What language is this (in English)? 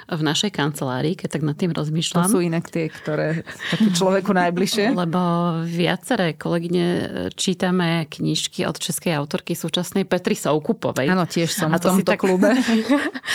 Slovak